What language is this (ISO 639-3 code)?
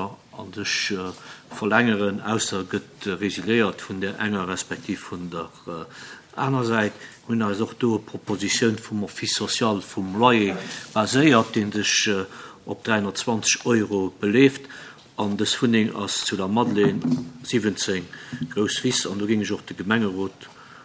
ltz